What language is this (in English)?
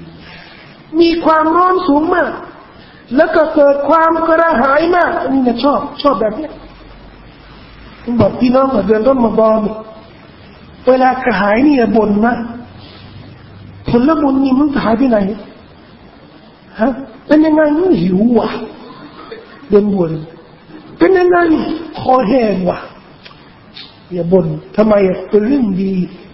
Thai